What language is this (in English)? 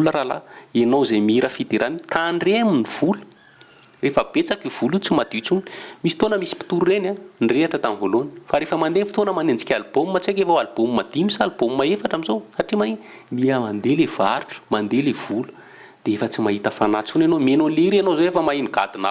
Malagasy